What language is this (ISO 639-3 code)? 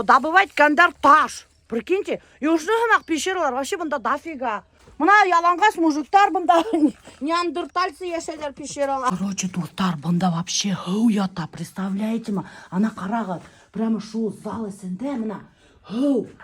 bak